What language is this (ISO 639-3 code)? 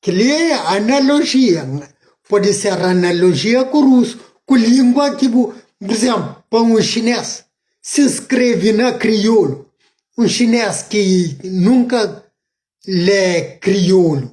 kea